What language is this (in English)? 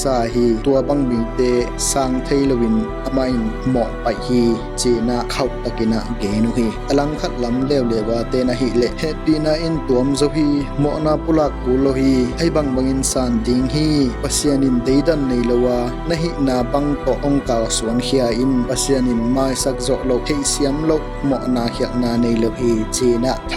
Tedim Chin